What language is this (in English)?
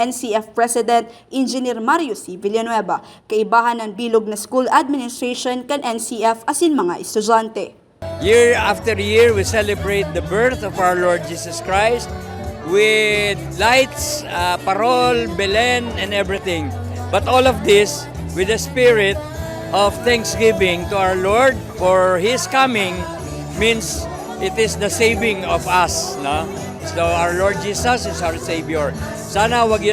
Bikol